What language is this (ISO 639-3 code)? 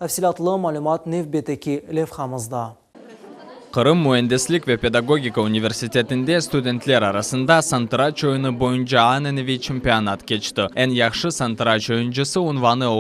crh